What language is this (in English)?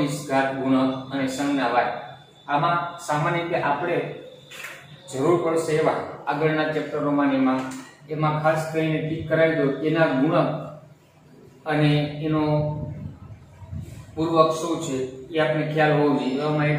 Gujarati